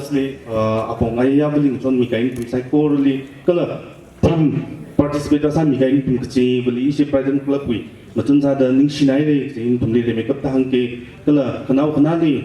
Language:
Tangkhul Naga (India)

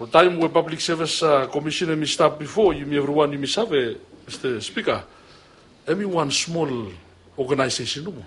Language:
Bislama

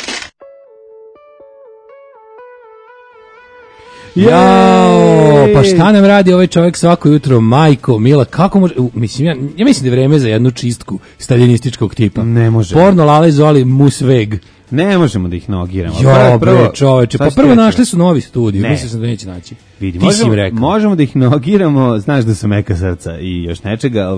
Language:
Serbian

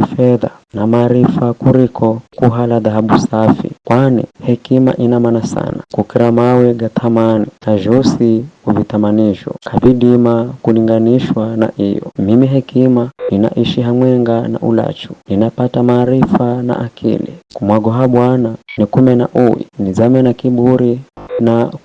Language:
Giryama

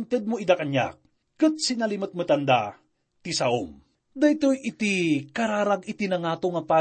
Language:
Iloko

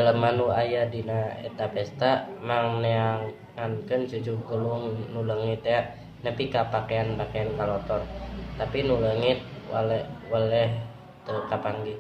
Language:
Sundanese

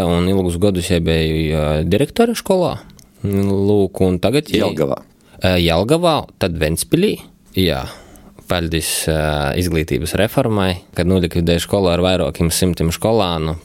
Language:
Latvian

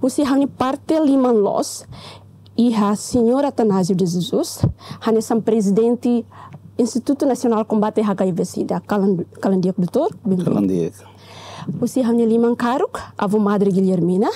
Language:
Tetum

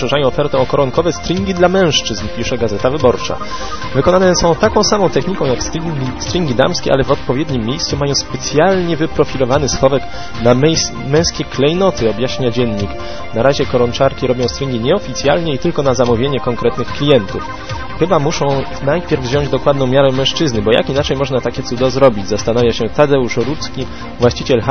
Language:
Polish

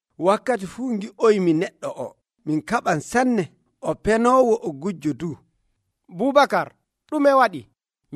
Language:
Nigerian Fulfulde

